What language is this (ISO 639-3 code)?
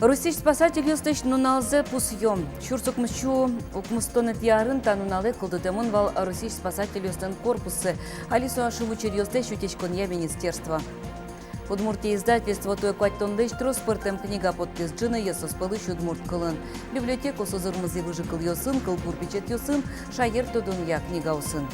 udm